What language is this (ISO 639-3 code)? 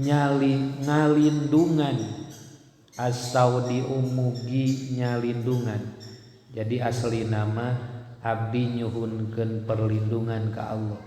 sun